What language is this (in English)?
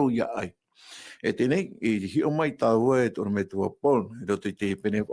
Tahitian